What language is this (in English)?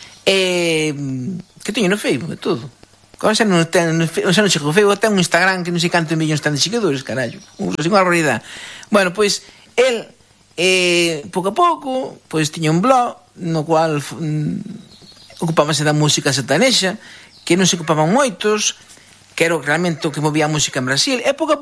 Galician